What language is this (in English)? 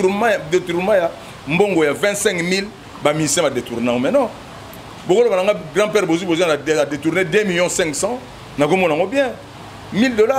Lingala